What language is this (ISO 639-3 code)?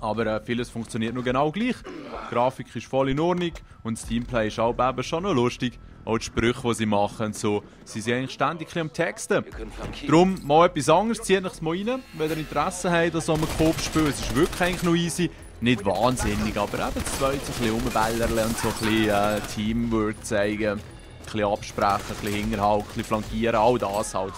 gsw